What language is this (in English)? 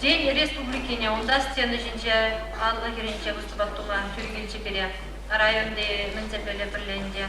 Chuvash